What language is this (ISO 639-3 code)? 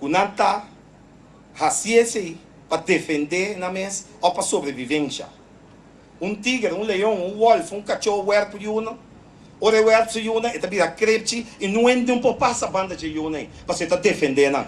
pap